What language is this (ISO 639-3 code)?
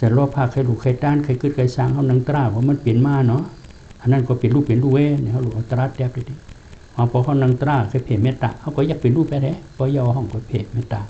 shn